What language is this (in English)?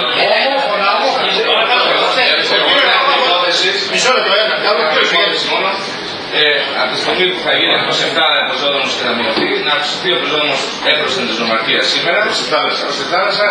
Greek